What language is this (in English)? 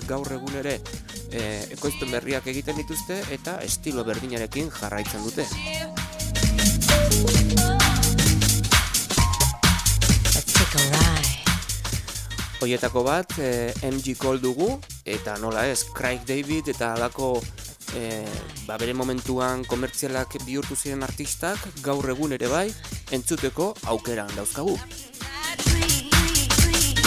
Basque